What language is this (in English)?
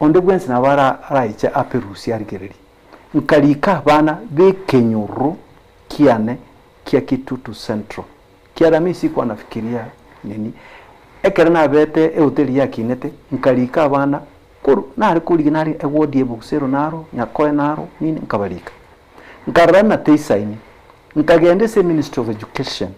Gusii